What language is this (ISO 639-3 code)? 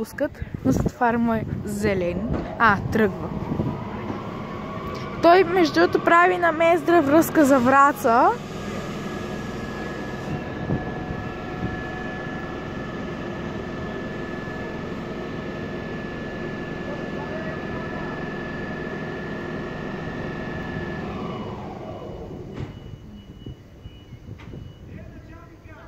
bul